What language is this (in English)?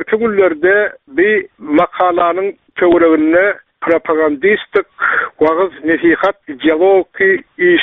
Turkmen